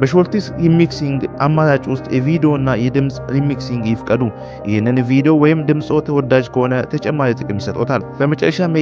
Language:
Amharic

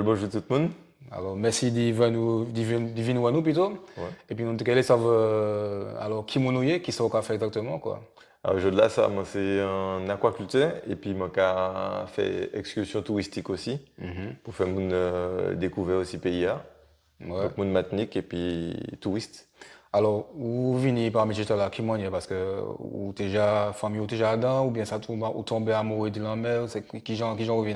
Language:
Guadeloupean Creole French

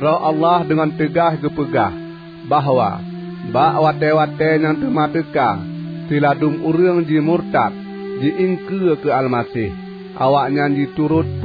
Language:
Achinese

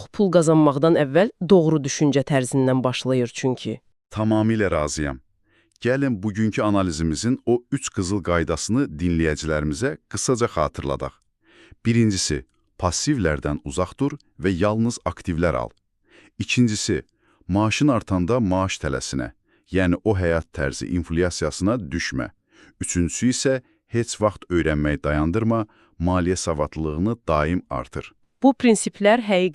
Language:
Azerbaijani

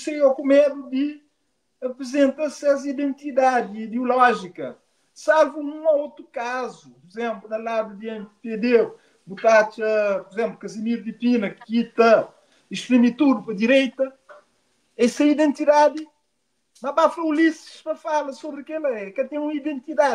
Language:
Kabuverdianu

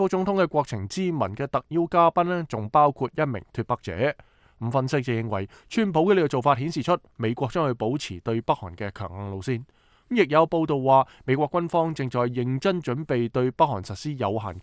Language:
Cantonese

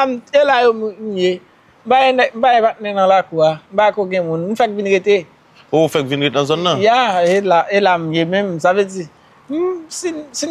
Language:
Haitian Creole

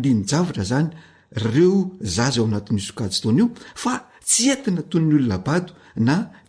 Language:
Malagasy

